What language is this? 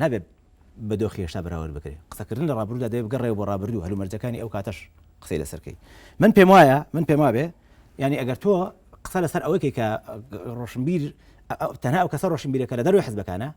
Central Kurdish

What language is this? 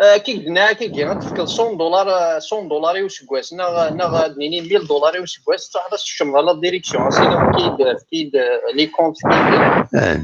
Kabyle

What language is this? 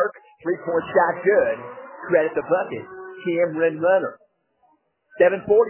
English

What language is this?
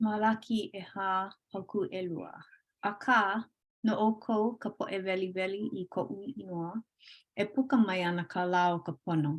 Hawaiian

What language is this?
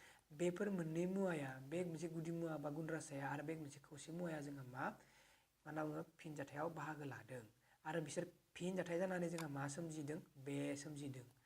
Bodo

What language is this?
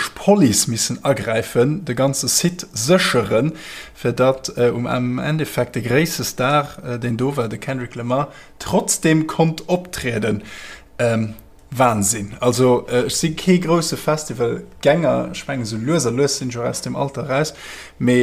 Luxembourgish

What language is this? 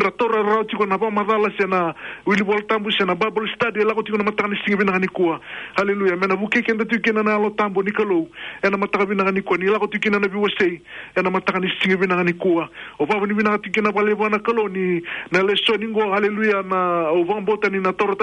Fijian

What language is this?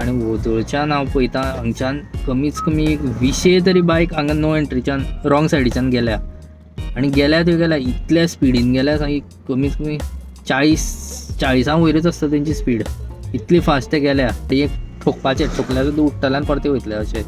Konkani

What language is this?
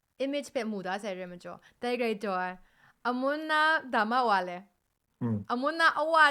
Kachin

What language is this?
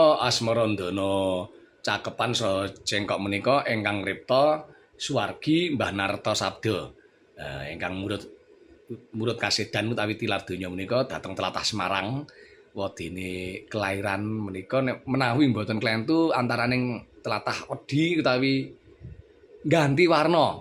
Javanese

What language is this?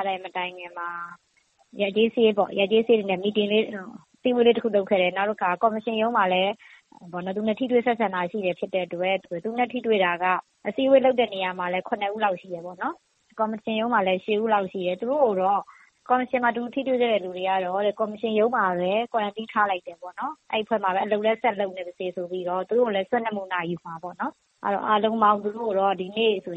Burmese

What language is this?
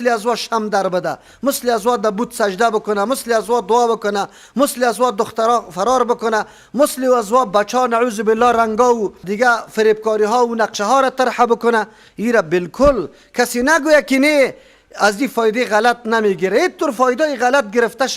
Persian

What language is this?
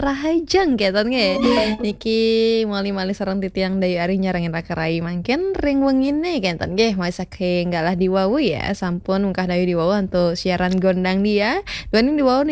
Balinese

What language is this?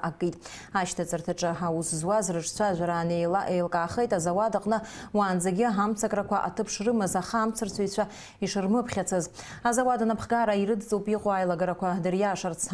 Abkhazian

